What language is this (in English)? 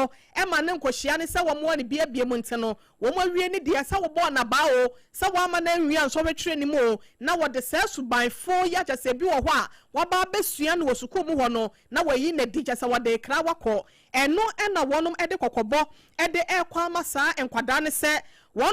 Akan